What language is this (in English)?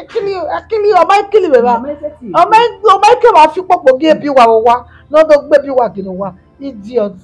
Bini